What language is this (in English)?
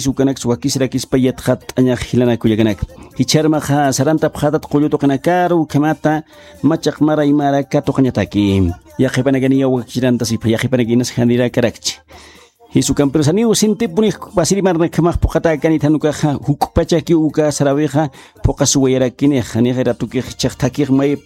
Aymara